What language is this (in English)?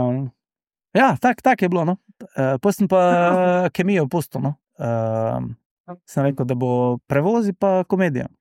Slovenian